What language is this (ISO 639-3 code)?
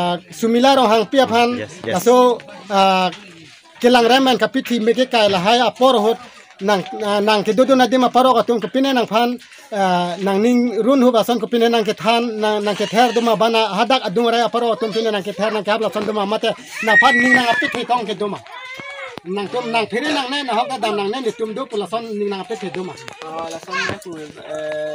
mjw